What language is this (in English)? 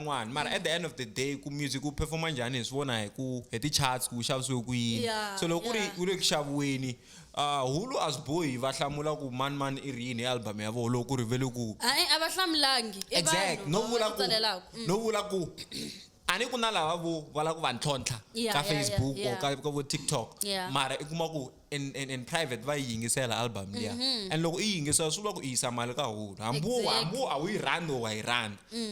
Tsonga